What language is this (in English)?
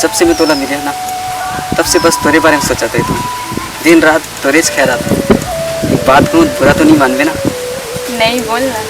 Chhattisgarhi